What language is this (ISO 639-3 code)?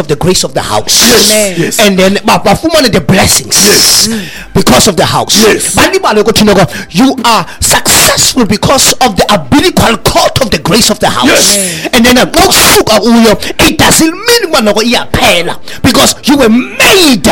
xho